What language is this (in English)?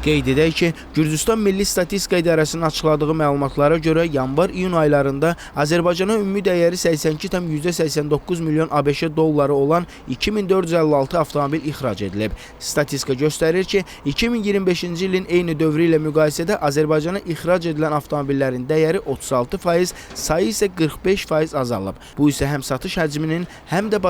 Azerbaijani